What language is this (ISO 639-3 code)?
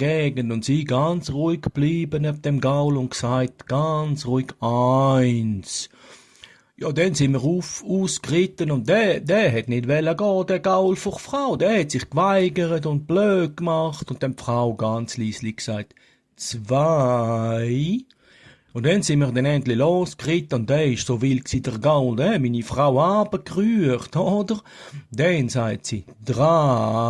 gsw